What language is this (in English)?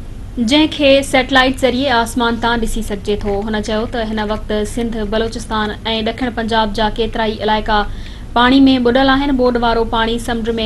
Sindhi